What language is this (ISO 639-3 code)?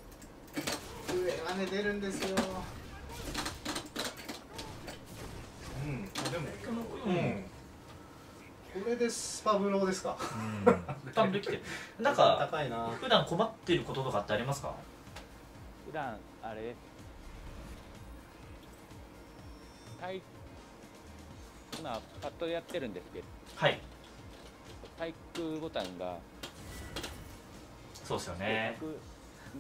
jpn